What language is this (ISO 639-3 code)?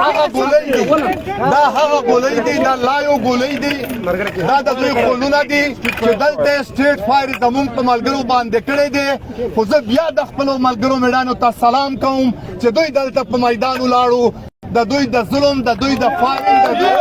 pus